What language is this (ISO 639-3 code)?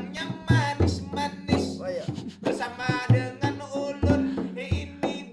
bjn